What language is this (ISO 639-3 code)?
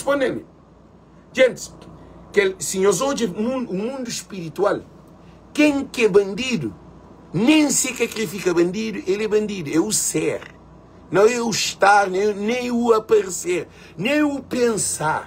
kea